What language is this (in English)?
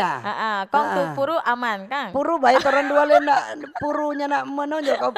Manado Malay